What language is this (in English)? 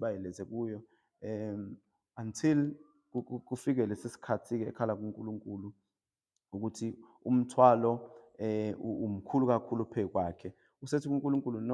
Zulu